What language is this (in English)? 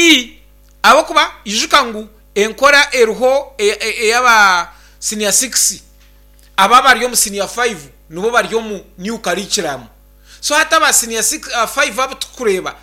Nyankole